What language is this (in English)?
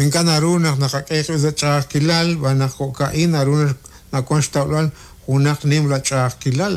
Kekchí